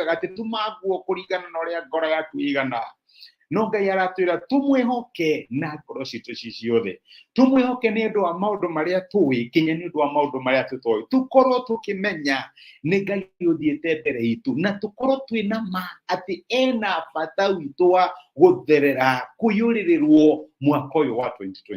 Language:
Kikuyu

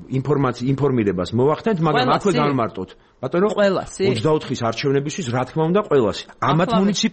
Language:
Georgian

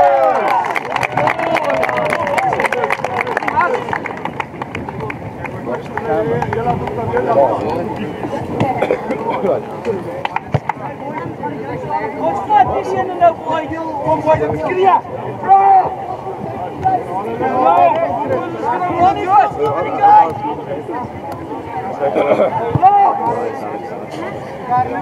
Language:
English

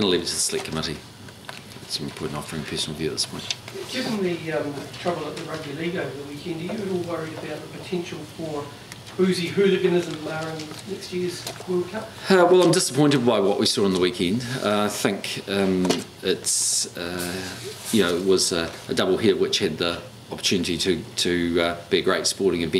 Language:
English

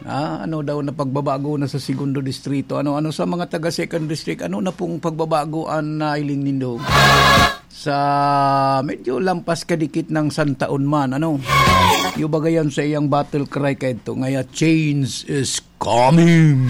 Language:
Bikol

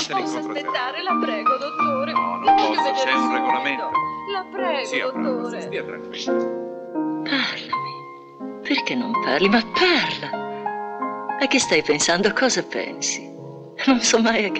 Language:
Italian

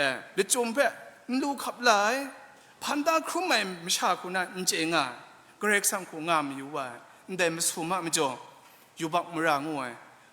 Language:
Kachin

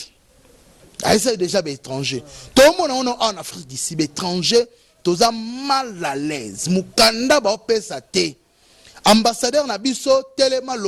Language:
Lingala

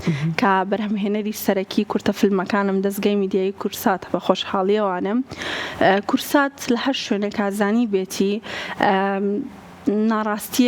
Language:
Central Kurdish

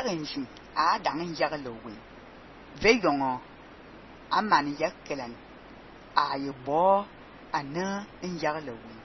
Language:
Fang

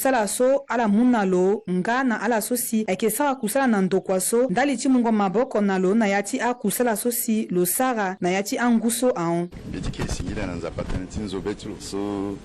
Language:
Sango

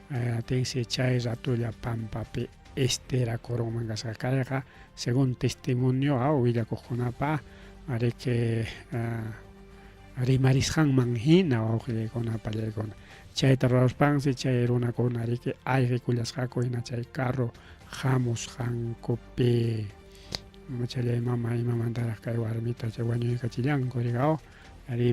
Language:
Ayacucho Quechua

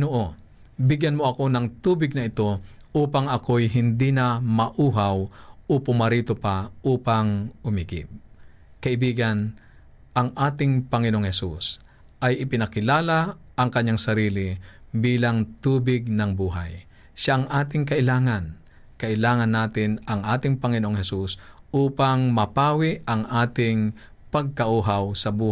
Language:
Filipino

